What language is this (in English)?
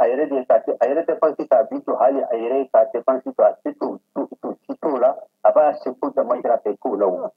Bambara